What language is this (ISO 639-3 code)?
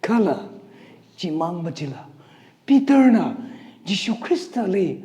nmf